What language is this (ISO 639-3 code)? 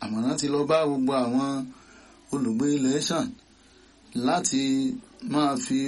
yor